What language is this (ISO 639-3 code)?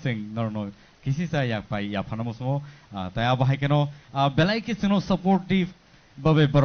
trp